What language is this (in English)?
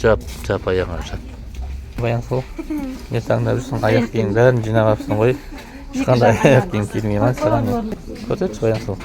Kazakh